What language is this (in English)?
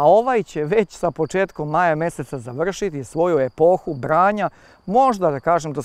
Serbian